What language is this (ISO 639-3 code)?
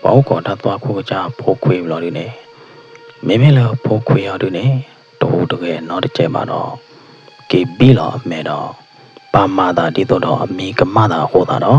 ksw